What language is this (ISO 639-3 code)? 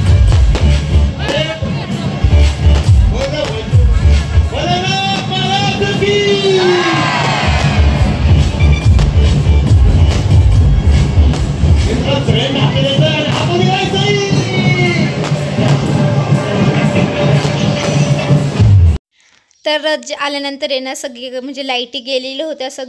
mar